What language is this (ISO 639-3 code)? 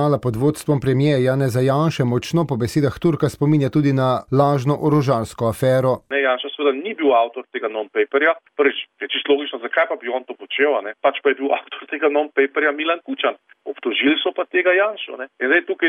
slv